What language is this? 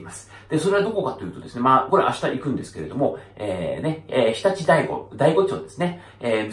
Japanese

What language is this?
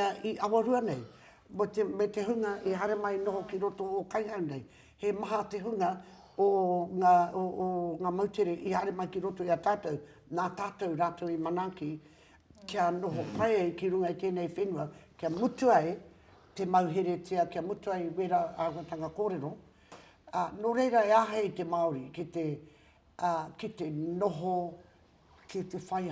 Māori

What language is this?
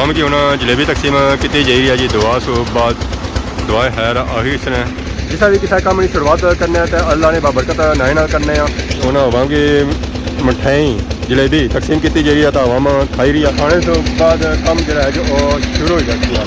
Pahari-Potwari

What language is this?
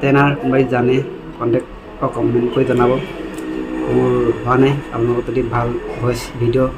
Assamese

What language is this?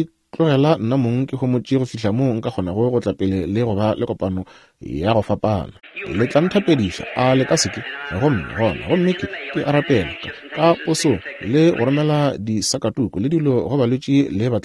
Northern Sotho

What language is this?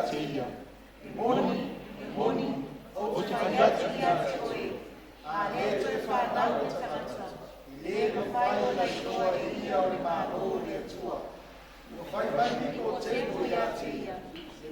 Samoan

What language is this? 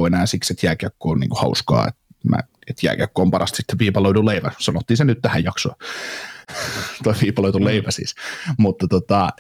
Finnish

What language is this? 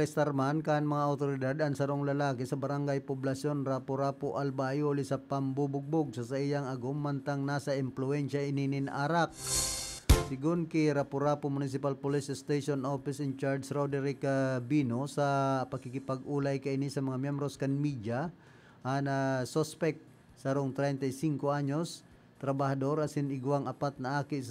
Bikol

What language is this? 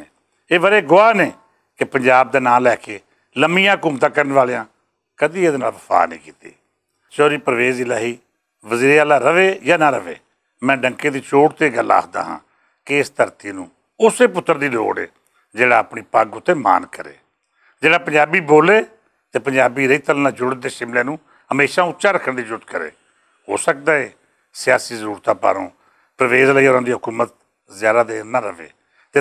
Western Panjabi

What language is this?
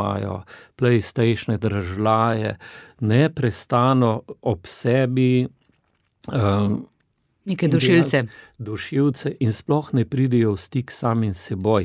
Slovenian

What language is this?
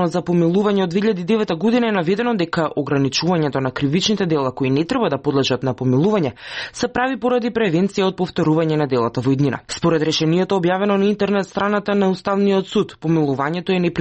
Macedonian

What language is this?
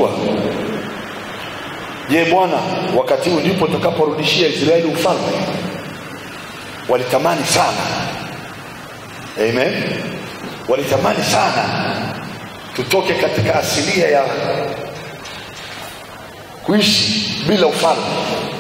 Swahili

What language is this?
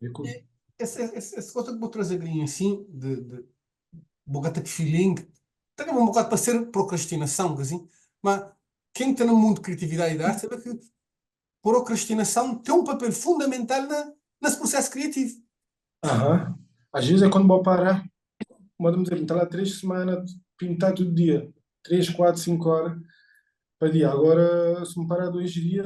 Kabuverdianu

